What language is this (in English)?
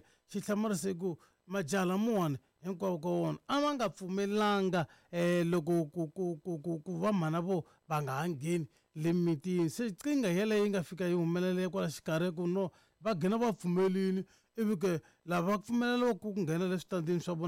Tsonga